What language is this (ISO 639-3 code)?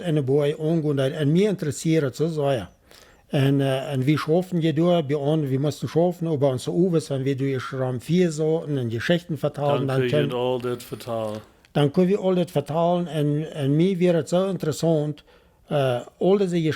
pdt